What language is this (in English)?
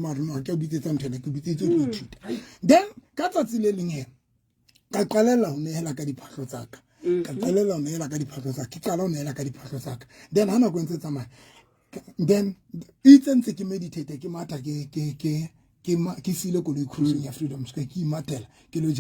Southern Sotho